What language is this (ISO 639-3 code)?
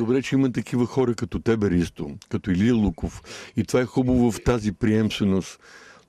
bul